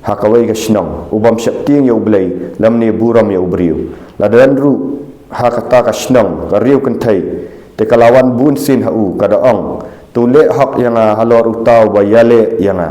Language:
Khasi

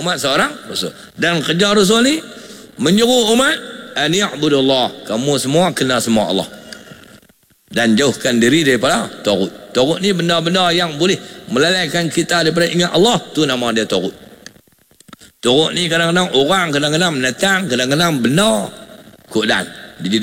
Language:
Malay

